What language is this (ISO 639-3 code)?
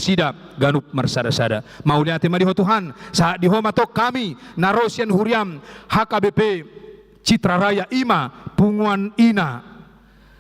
bbc